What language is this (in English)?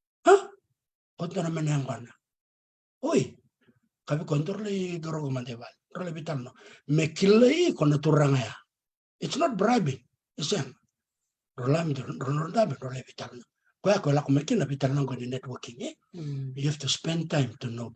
Fijian